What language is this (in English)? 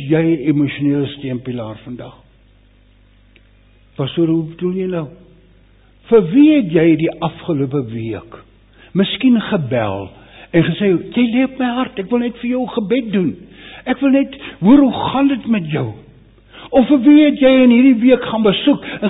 Afrikaans